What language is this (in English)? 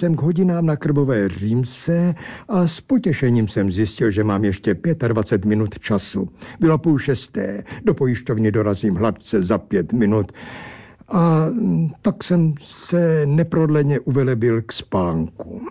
Czech